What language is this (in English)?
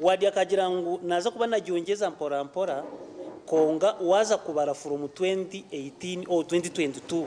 Nyankole